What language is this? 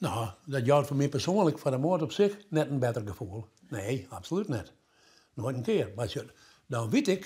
Western Frisian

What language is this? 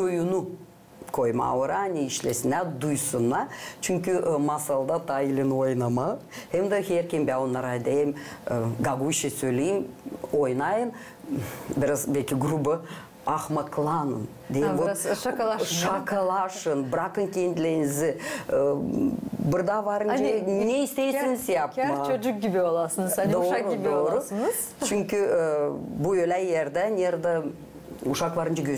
Gagauz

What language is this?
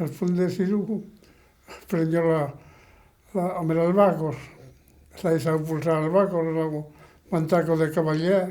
Occitan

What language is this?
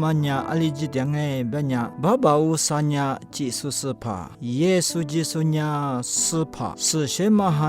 Lisu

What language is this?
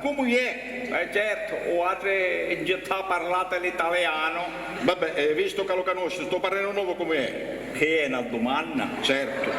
Sicilian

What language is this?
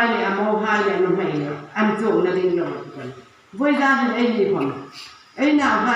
Hmar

